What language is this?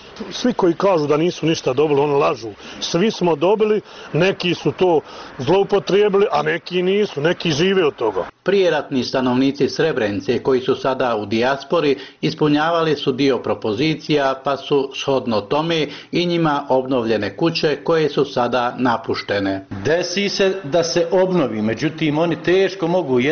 Bosnian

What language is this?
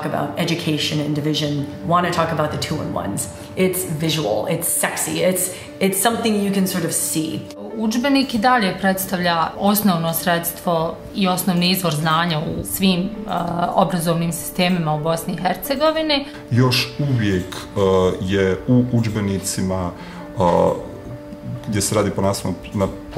Bosnian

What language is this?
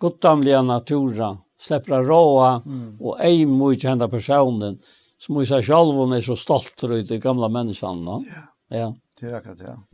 Faroese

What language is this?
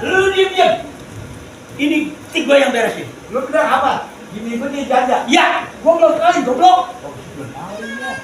Betawi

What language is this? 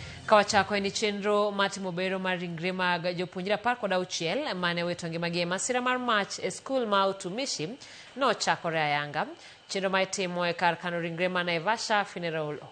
Luo (Kenya and Tanzania)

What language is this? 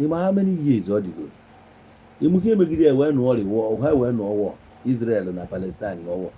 Igbo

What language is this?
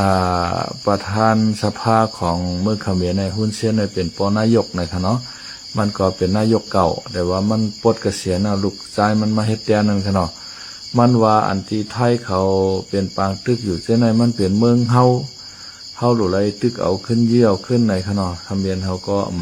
Shan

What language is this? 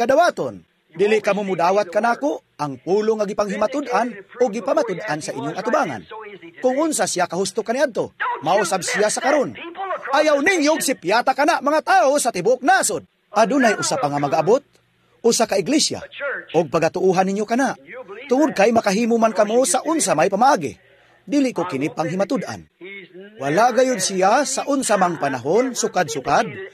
Cebuano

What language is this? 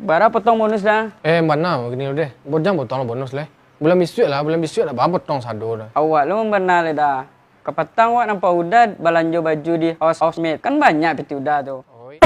Minangkabau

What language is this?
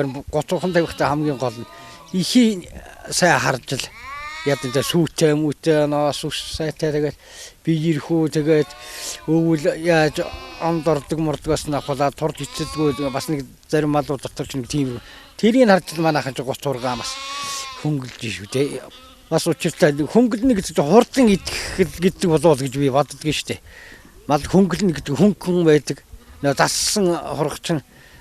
Mongolian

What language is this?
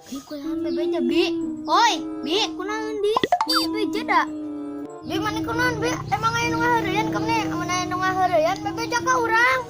Sundanese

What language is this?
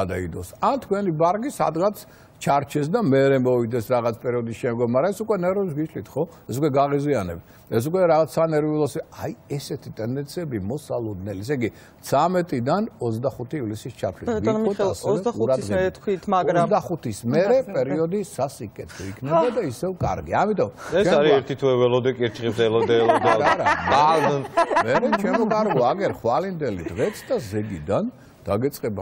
Georgian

